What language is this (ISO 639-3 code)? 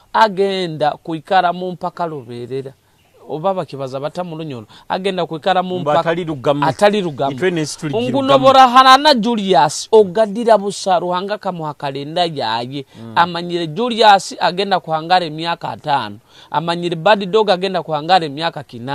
nyo